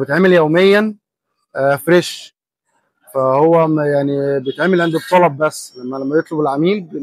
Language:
Egyptian Arabic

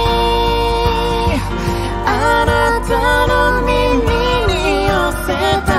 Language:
Japanese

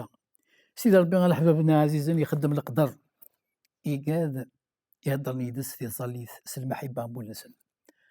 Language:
Kabyle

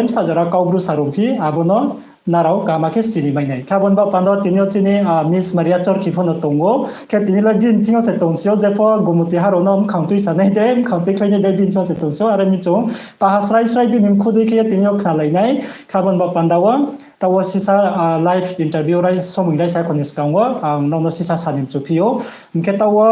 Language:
Riang (India)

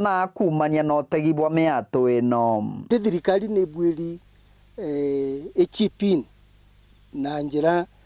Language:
Meru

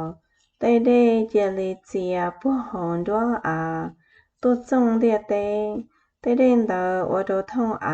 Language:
Hmong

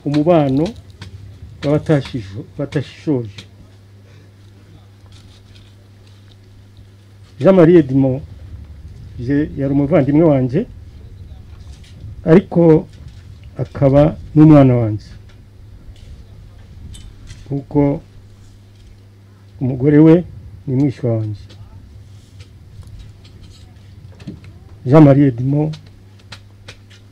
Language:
Kinyarwanda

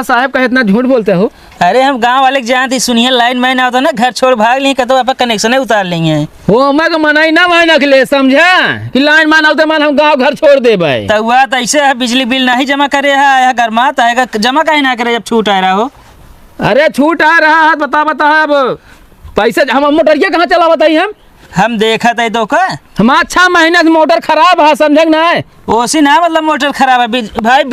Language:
Awadhi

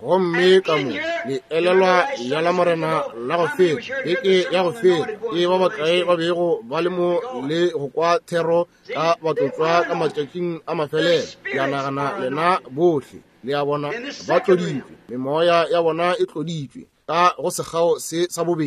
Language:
Northern Sotho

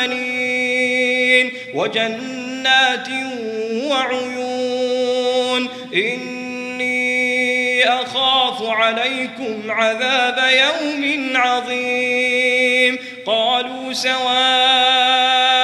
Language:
Arabic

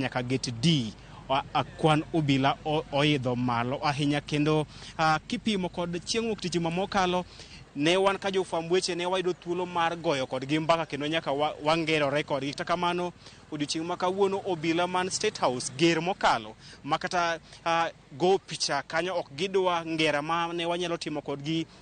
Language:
Luo (Kenya and Tanzania)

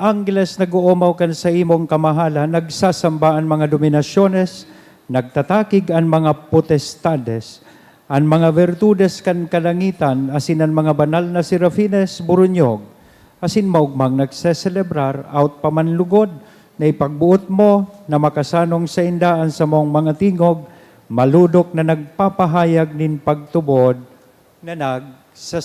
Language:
Bikol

